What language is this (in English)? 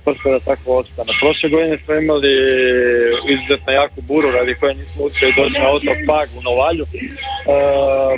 Croatian